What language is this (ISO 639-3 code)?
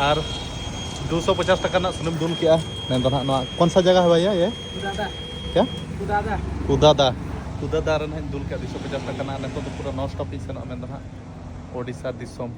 sat